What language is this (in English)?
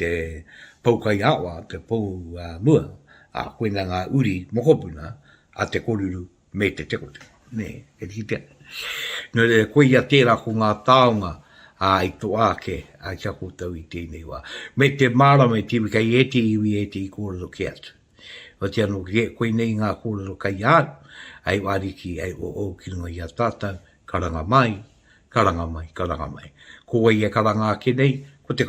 Māori